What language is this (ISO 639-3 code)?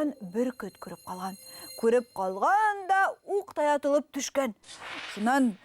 bak